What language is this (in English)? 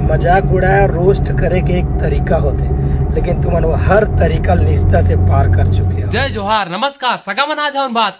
Chhattisgarhi